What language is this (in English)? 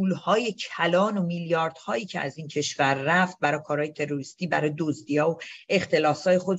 Persian